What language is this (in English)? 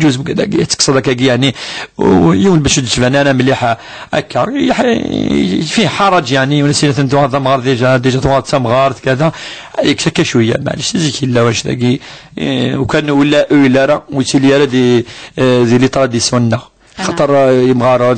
Kabyle